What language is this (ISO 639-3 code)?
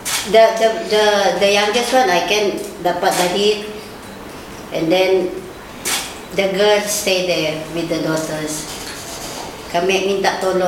msa